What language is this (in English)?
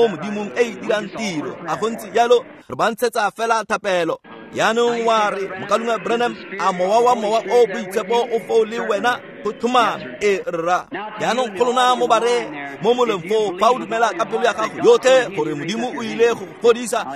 Tswana